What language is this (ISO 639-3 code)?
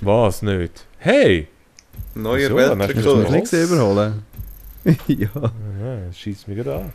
gsw